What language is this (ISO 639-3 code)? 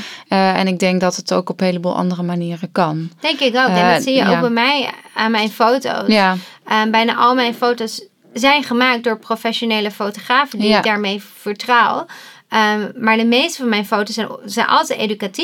nld